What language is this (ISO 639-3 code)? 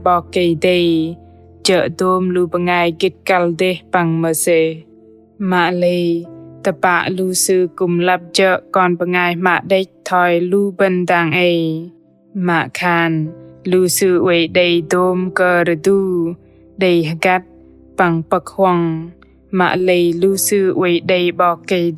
bdq